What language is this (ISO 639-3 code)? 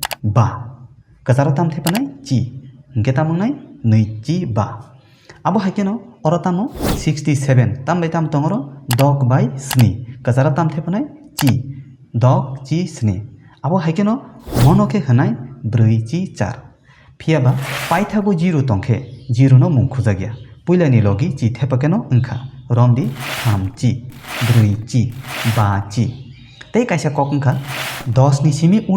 trp